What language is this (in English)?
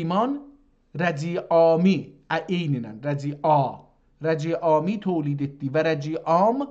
South Azerbaijani